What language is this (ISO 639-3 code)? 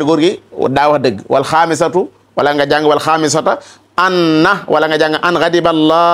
wol